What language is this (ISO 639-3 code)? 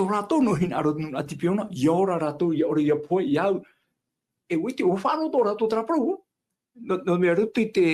tah